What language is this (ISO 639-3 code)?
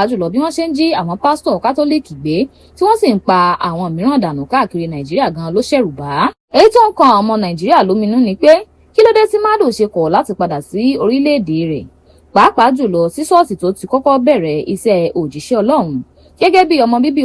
yor